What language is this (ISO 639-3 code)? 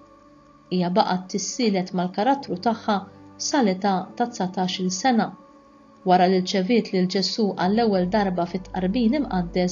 mlt